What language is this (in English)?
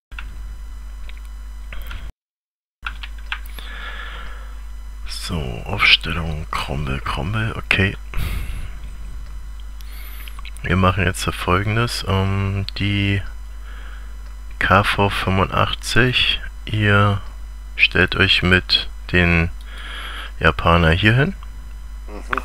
German